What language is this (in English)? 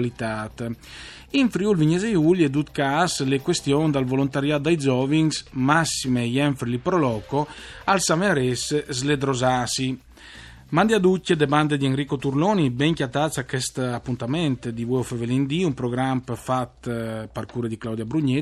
Friulian